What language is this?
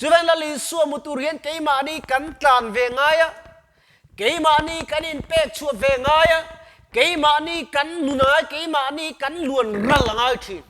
Mizo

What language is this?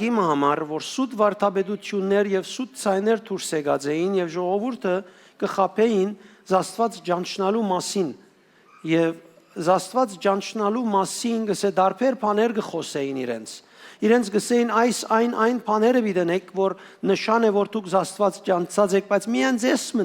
Western Armenian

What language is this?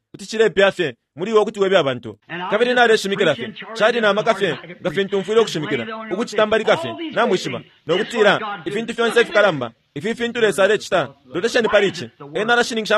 Bemba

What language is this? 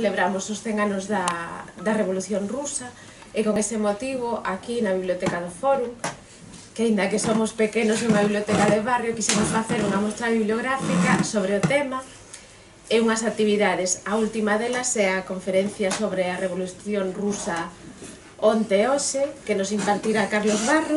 Galician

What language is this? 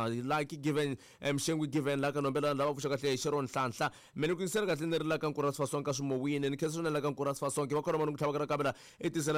Tsonga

